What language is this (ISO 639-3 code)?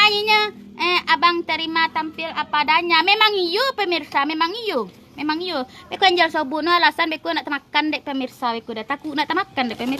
min